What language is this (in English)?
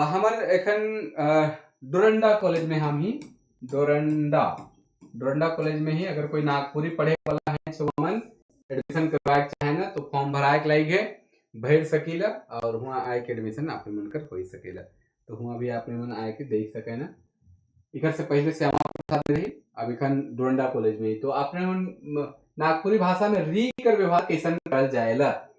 Sadri